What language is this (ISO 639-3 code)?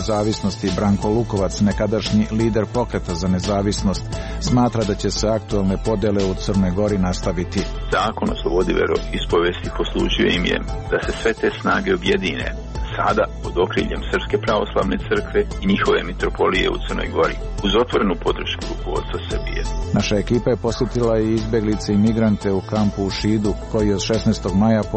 srp